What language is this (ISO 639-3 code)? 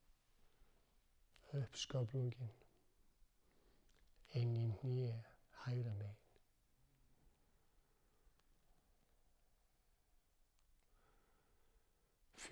isl